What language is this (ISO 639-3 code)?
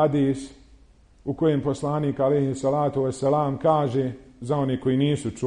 bos